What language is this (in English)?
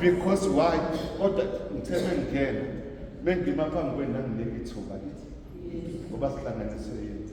Zulu